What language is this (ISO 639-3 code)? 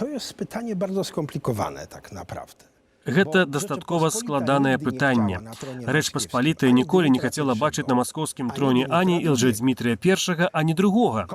bel